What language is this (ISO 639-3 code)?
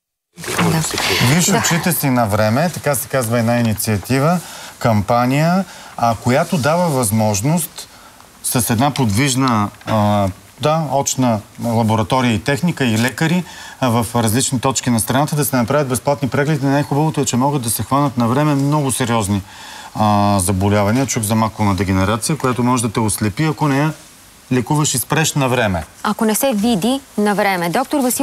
bul